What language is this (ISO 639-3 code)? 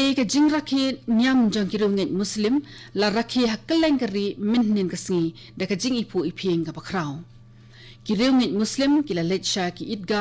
kha